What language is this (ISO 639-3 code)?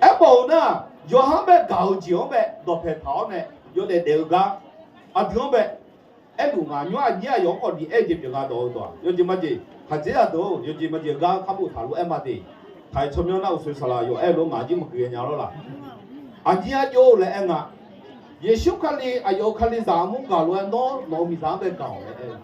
ahk